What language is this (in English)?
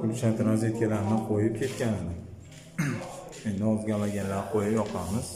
Uzbek